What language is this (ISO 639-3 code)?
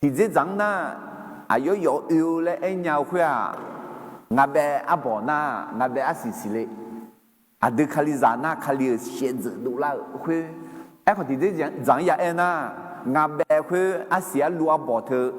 ahk